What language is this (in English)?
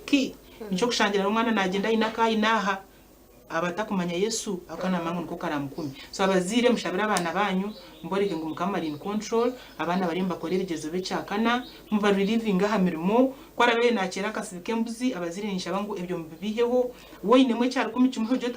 Nyankole